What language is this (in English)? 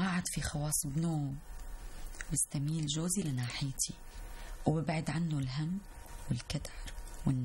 North Levantine Arabic